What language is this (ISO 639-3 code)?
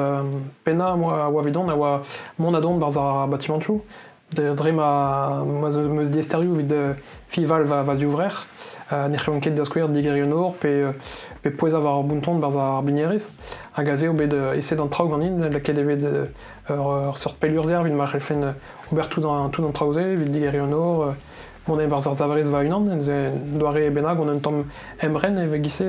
bre